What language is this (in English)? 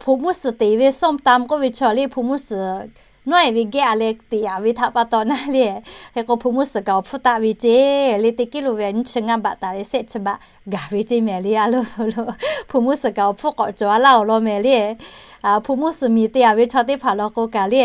Lahu